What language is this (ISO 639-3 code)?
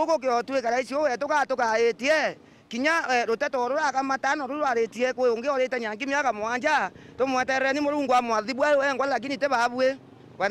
mer